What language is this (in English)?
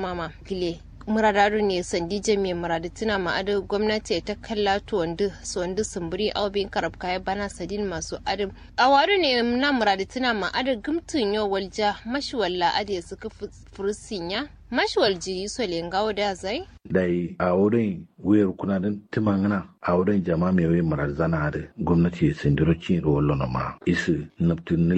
Kanuri